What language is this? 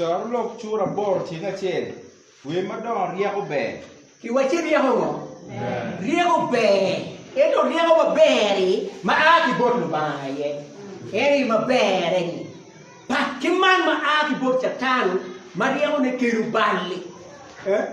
Acoli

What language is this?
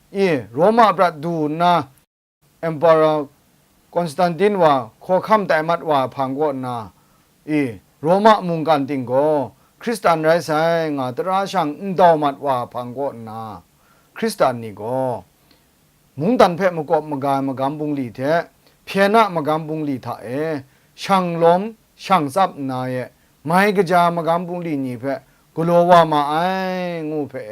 Kachin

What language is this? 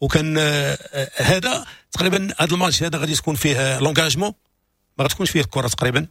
Moroccan Arabic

